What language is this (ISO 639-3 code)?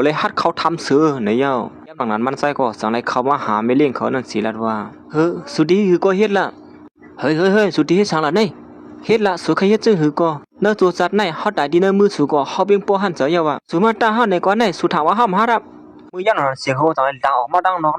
shn